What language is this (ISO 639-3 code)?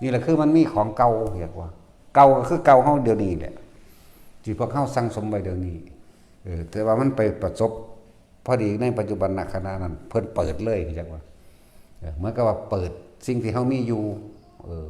tts